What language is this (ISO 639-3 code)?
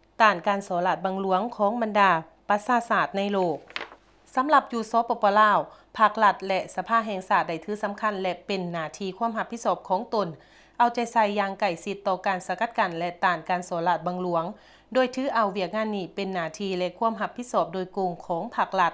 lao